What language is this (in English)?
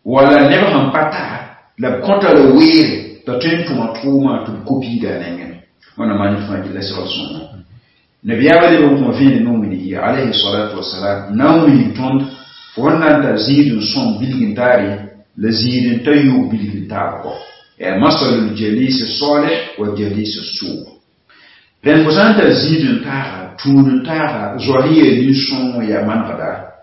Mossi